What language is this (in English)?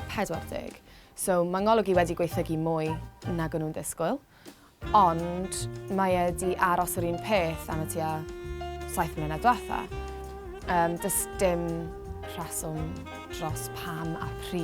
Welsh